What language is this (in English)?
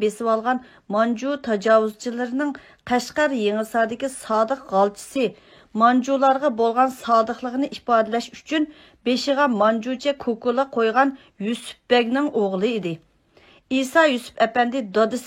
Uyghur